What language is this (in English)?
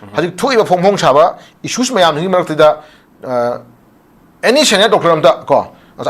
Manipuri